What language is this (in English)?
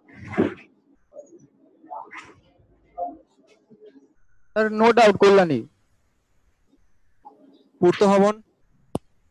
Bangla